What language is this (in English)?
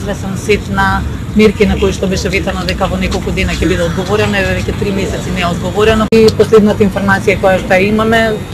Macedonian